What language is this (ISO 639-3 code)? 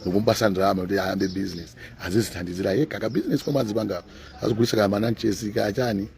nya